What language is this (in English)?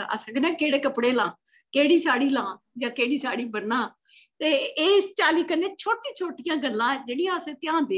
Dogri